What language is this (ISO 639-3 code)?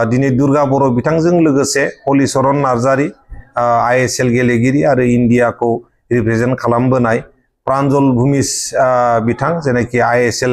brx